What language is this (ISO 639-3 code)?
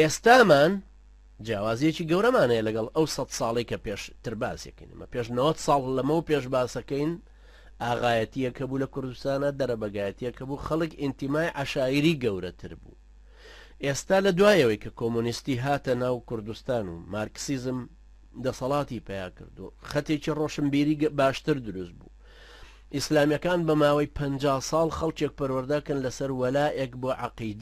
ckb